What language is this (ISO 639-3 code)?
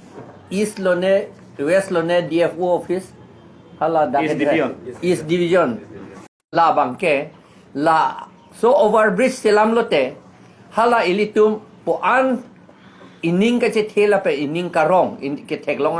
mjw